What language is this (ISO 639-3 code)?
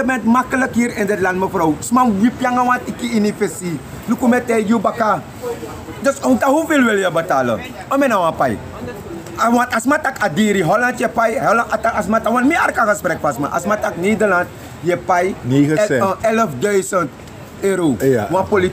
srn